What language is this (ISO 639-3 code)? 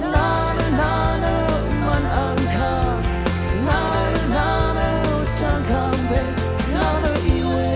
raw